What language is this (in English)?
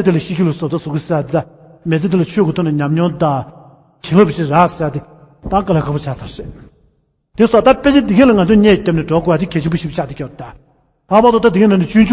Tibetan